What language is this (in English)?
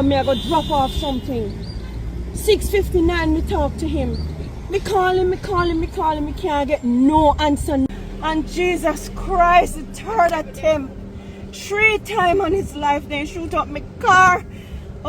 Jamaican Creole English